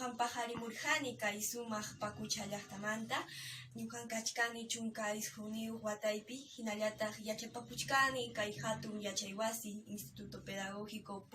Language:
Quechua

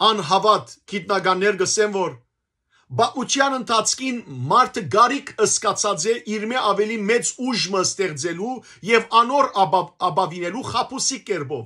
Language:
Western Armenian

